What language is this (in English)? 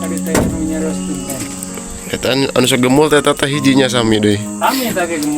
Sundanese